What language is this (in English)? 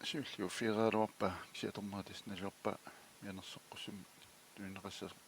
Kalaallisut